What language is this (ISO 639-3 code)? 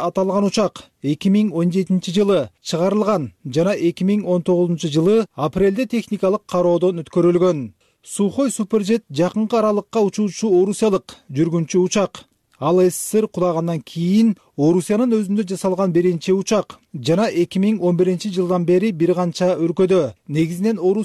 kir